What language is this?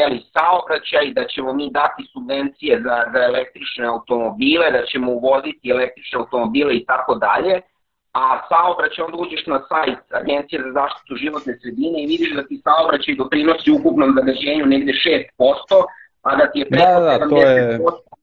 Serbian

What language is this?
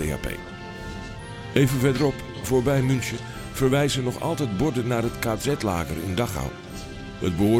Dutch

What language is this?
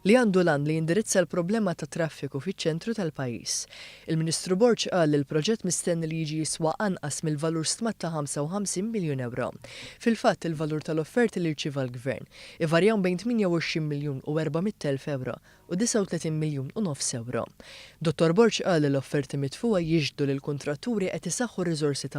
Maltese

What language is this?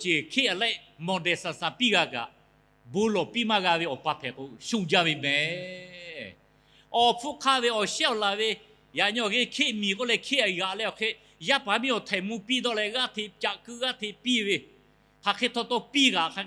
Lahu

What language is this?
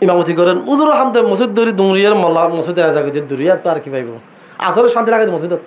Rohingya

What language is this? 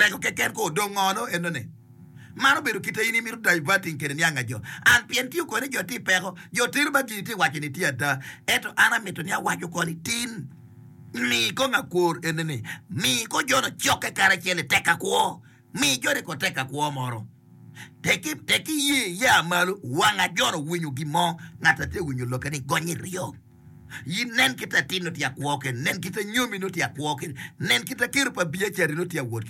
Acoli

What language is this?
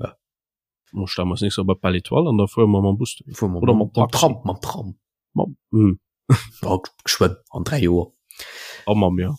Luxembourgish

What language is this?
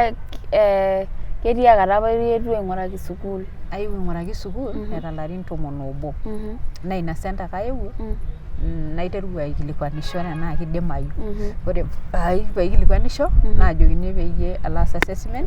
Masai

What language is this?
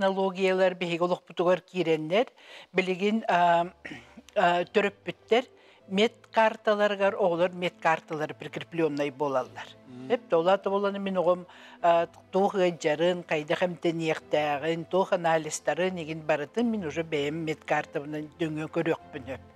Yakut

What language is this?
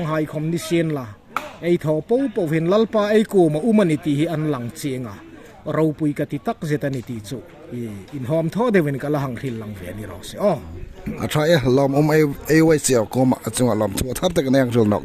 Hmar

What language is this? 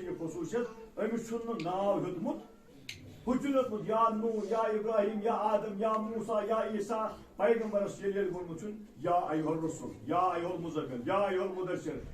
Kashmiri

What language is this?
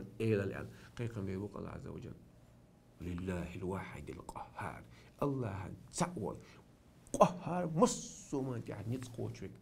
Chechen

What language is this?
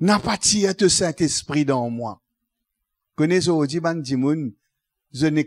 Morisyen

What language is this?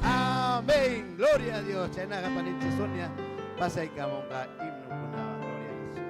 Ayacucho Quechua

